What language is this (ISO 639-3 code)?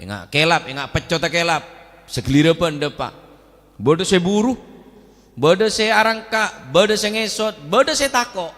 mad